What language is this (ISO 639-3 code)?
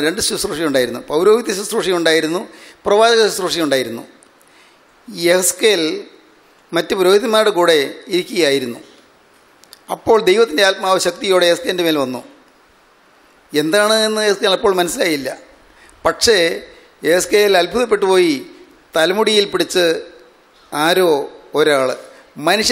mal